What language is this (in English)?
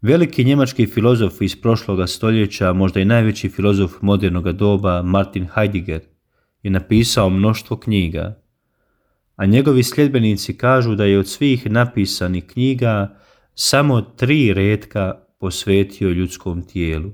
Croatian